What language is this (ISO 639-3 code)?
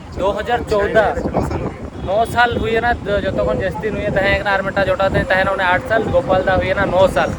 sat